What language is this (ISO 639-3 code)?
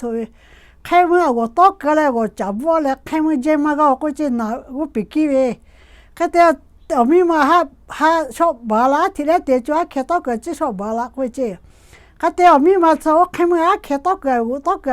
lhu